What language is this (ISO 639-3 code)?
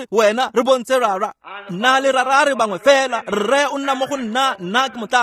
tsn